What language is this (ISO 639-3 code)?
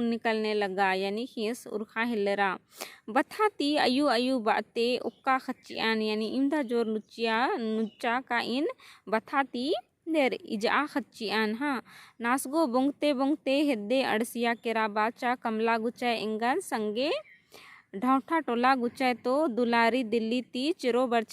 kru